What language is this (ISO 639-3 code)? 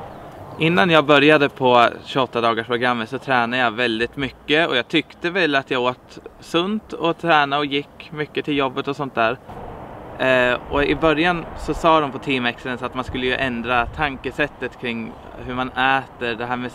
swe